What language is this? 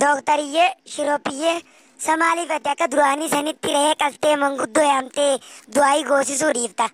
Oromo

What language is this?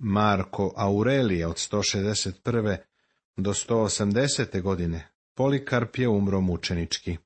Serbian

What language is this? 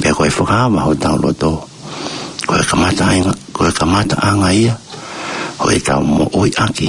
Tongan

